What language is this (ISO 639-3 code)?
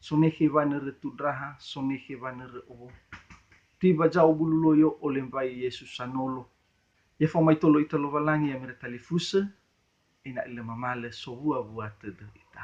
nia